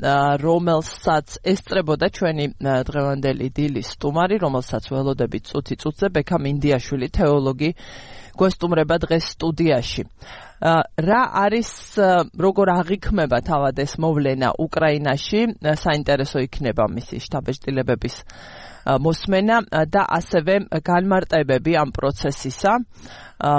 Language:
Georgian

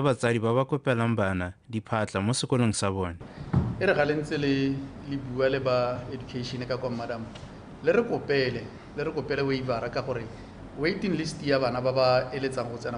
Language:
Tswana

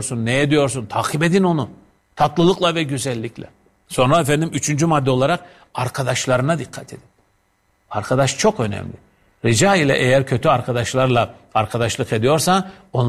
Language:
Turkish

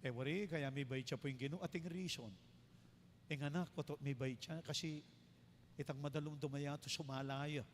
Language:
Pampanga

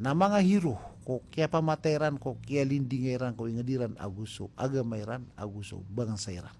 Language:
Maranao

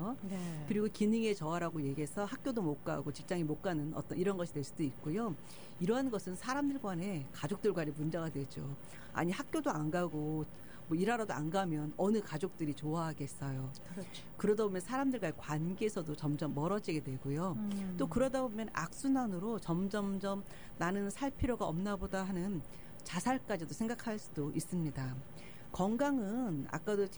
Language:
Korean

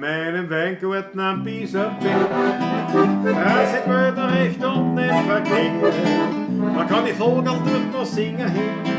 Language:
Bavarian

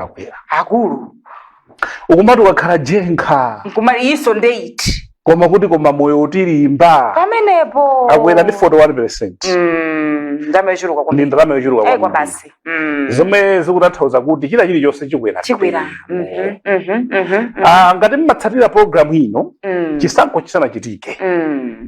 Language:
Nyanja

